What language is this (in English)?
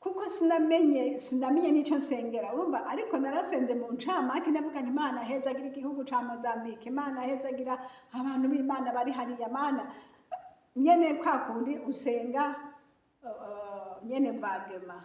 Rundi